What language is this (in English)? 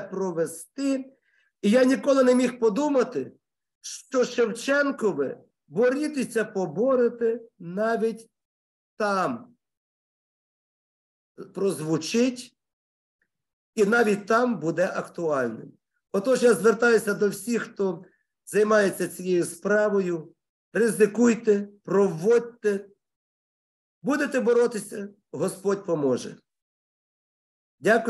Ukrainian